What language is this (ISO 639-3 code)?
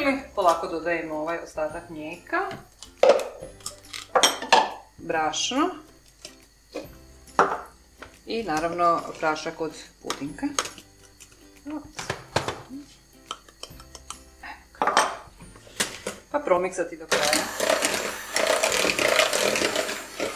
hrv